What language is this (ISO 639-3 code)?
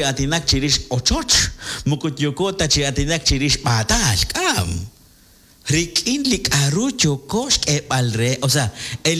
kek